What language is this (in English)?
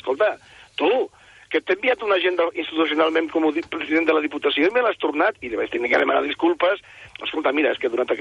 Catalan